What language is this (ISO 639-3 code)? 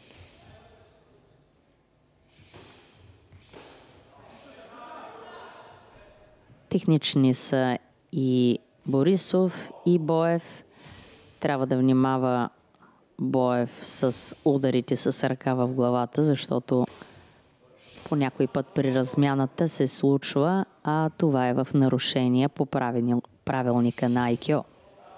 bul